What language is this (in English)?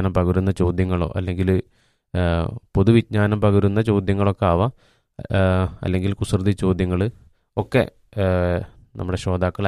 Malayalam